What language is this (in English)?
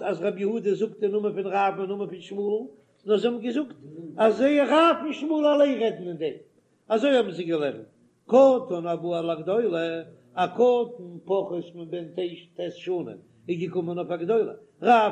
Yiddish